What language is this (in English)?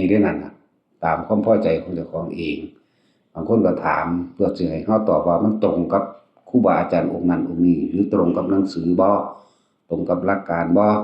Northeastern Thai